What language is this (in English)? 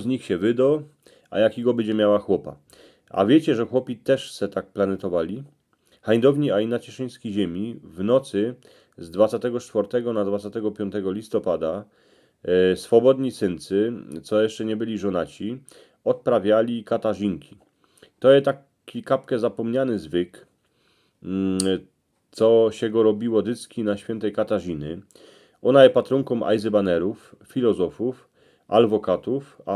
Silesian